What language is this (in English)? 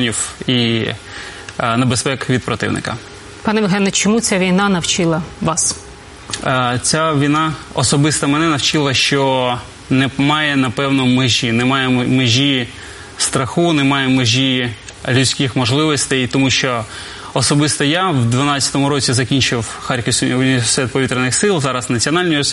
Ukrainian